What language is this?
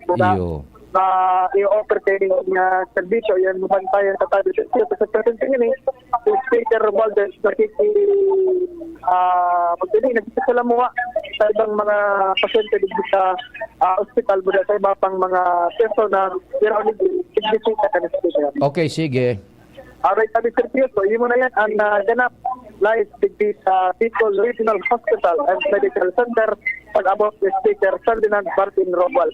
Bikol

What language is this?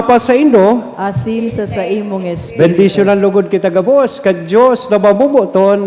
Bikol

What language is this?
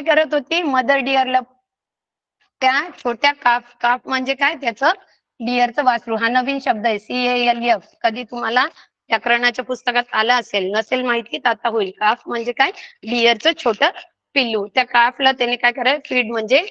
Marathi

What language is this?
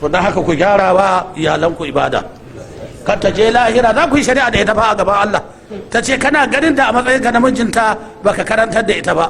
Hausa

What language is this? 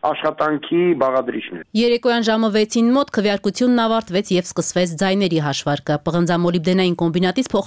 Armenian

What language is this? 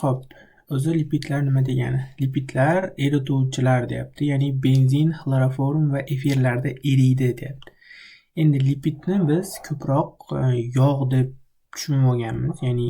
Uzbek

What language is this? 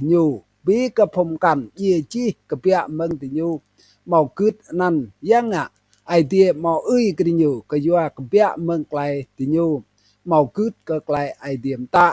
Rade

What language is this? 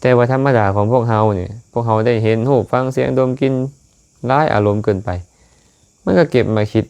Lao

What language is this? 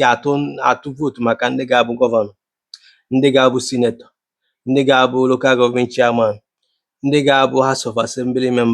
Igbo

